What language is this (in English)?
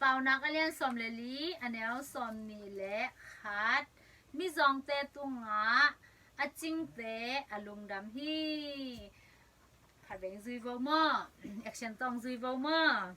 Tedim Chin